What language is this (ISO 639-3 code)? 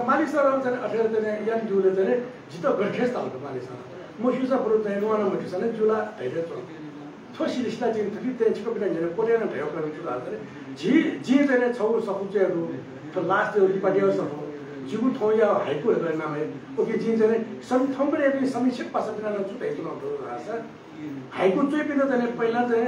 new